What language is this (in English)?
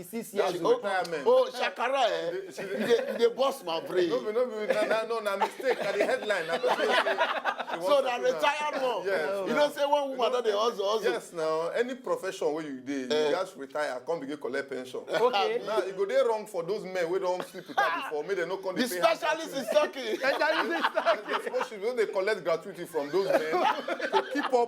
Nigerian Pidgin